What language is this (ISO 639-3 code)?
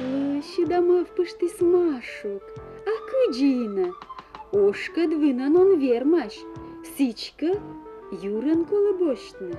kom